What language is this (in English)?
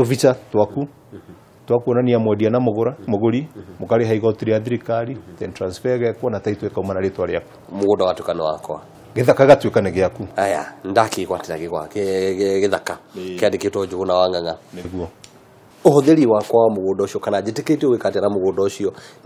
Kikuyu